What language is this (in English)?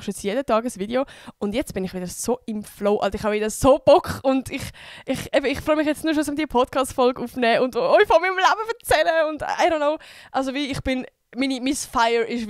Swiss German